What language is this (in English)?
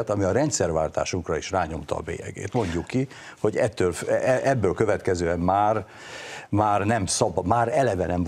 Hungarian